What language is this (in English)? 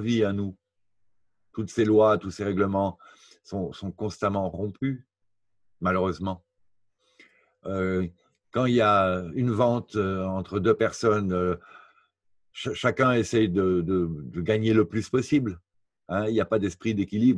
French